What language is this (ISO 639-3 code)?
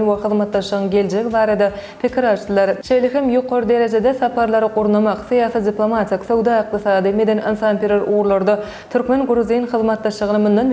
tuk